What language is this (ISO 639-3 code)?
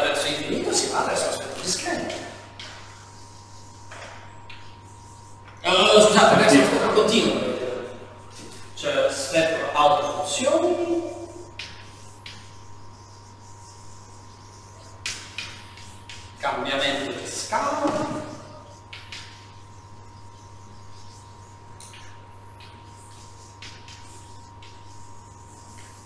ita